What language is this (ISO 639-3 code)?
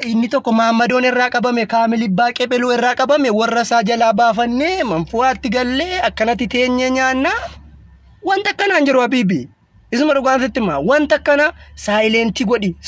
orm